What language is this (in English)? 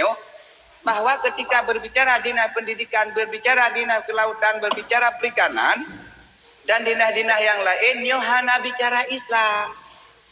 Achinese